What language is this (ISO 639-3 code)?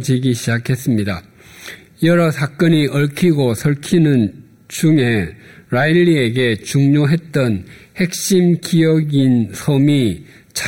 kor